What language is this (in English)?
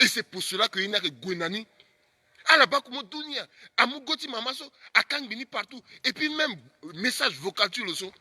Sango